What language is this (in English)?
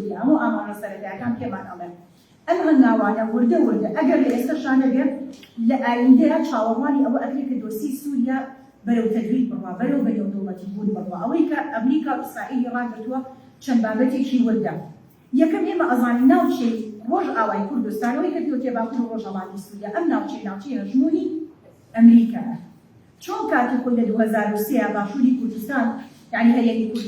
Central Kurdish